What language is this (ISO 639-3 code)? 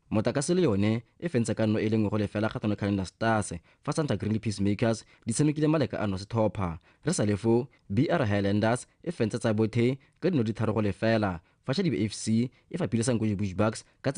tsn